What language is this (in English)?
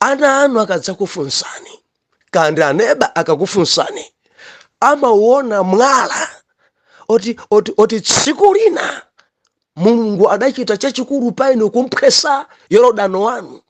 Nyanja